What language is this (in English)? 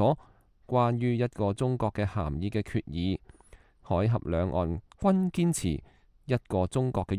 Cantonese